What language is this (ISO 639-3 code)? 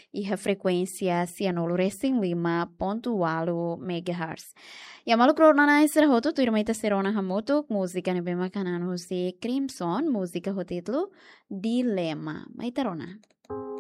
tet